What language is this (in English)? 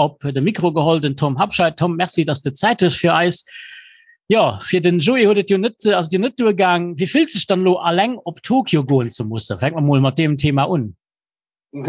Luxembourgish